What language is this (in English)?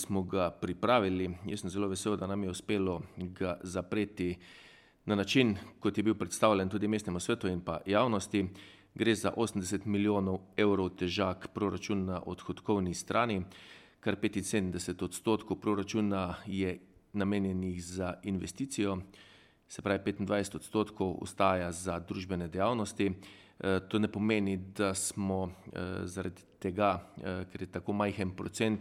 Slovenian